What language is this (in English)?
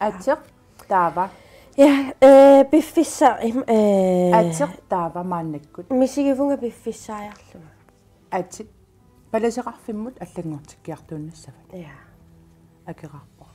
Kalaallisut